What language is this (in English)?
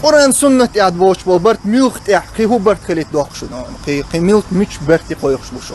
Chechen